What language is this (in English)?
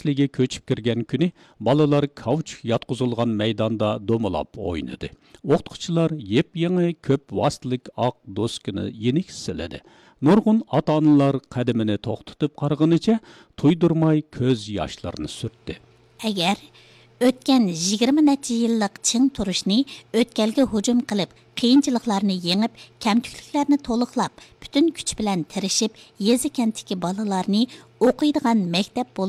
Uyghur